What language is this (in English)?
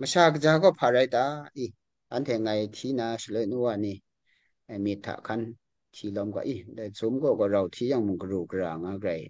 Kachin